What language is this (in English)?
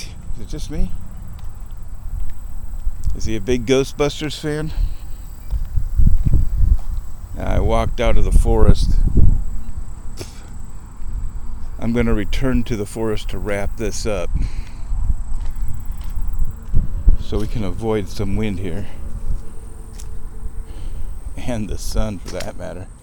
English